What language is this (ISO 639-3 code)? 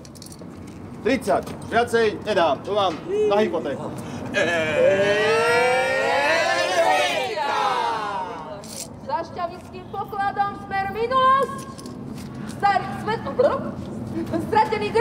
slk